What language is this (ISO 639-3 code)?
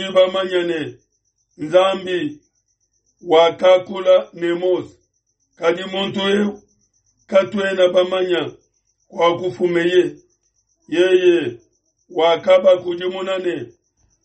lua